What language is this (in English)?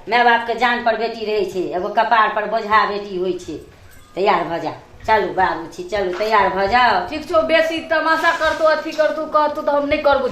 Maithili